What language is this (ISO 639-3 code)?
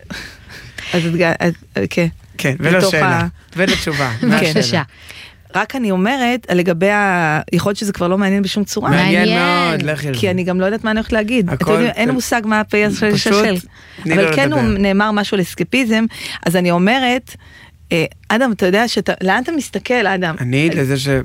heb